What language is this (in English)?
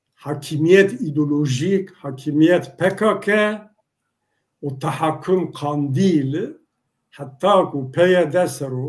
Zaza